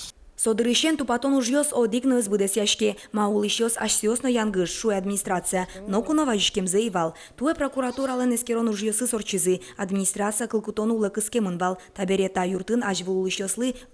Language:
Udmurt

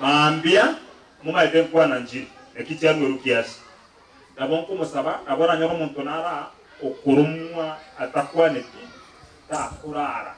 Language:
Gusii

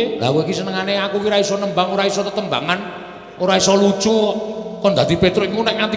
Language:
Javanese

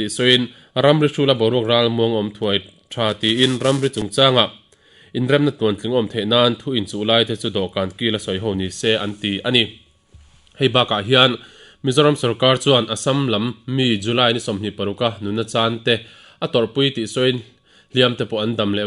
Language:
Mizo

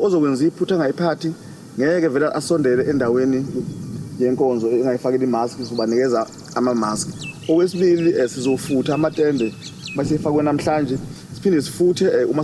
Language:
Zulu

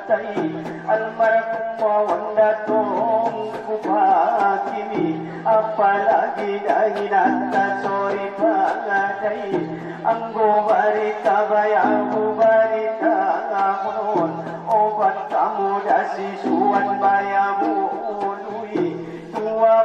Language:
Batak Angkola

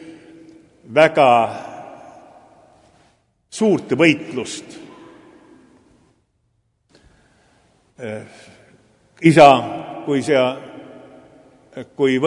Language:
Estonian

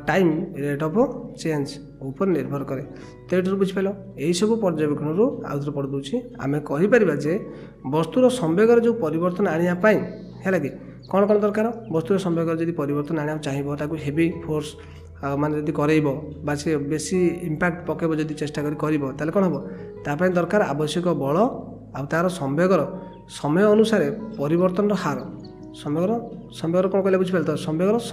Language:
Odia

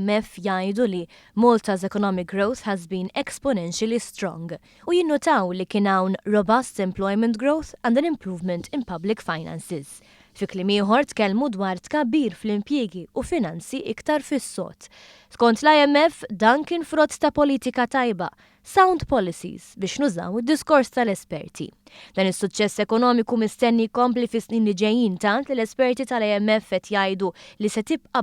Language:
Maltese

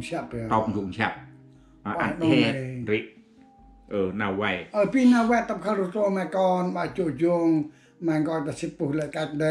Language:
Central Mnong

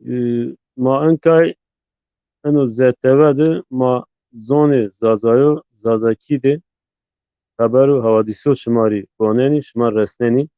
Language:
Zaza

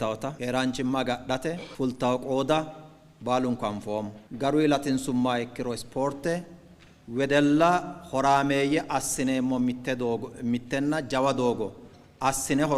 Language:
Sidamo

